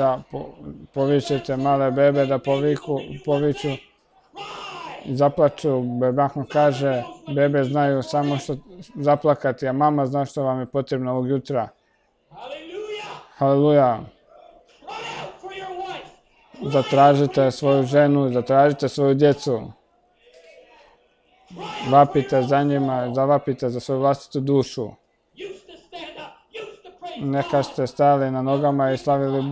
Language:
Croatian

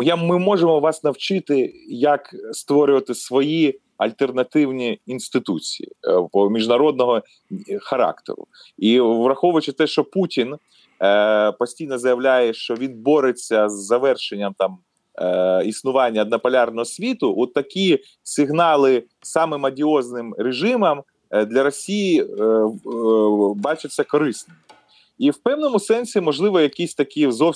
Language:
Ukrainian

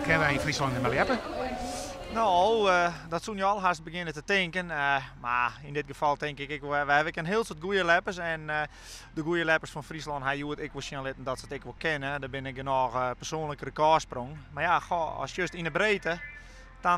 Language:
Western Frisian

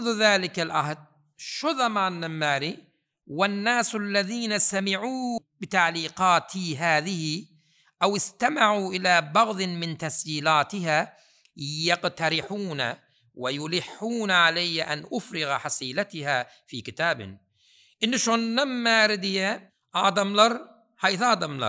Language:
Turkmen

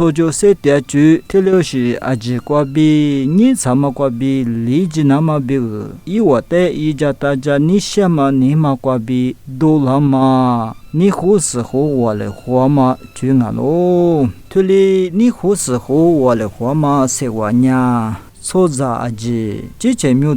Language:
Lisu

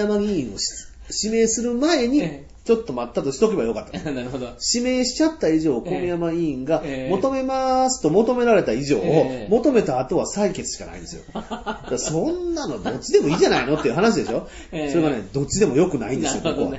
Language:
Japanese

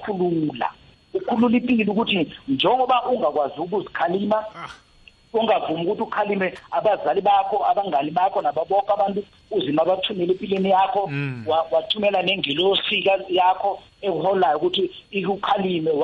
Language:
South Ndebele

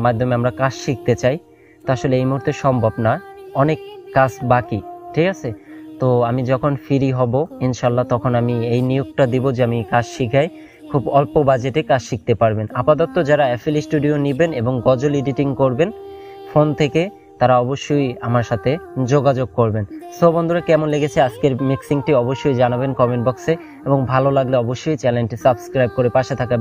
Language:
Bangla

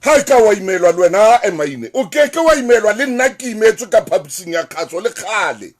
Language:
Southern Sotho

